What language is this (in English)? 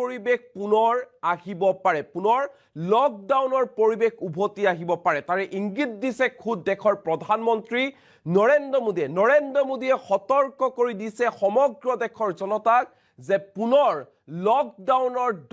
Assamese